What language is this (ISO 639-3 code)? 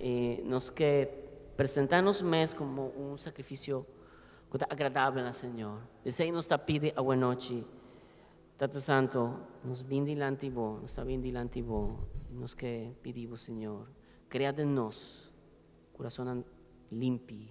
pap